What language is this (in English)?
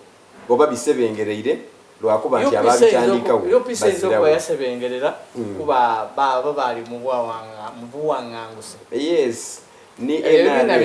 Soga